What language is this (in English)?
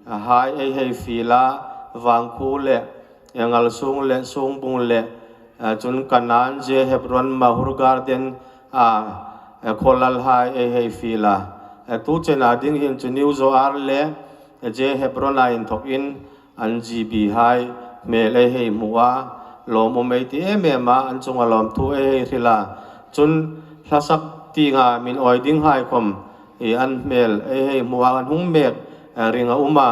Hmar